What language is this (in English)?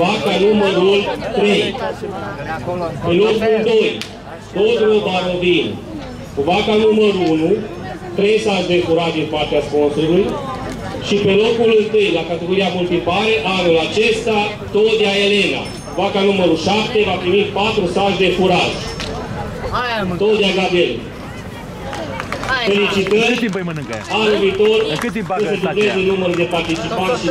Romanian